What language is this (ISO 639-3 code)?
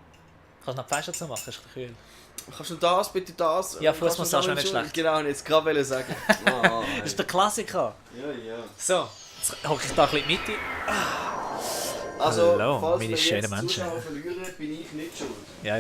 gsw